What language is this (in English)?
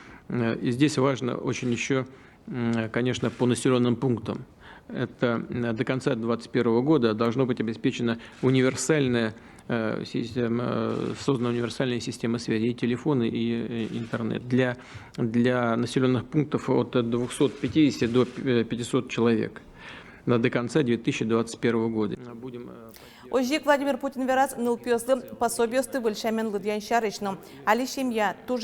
Udmurt